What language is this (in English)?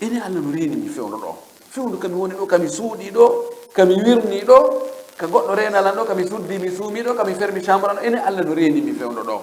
Fula